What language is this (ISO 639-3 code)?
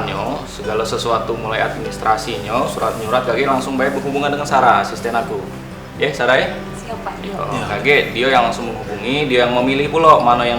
mui